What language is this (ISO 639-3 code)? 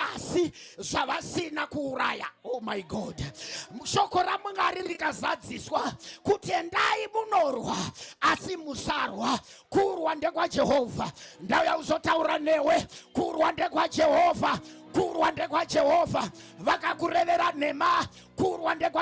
sna